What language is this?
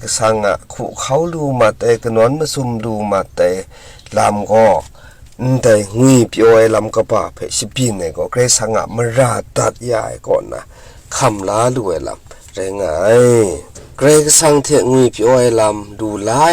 Kachin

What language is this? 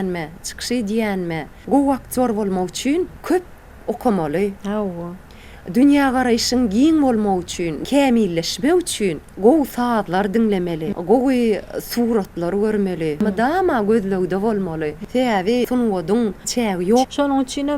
Turkmen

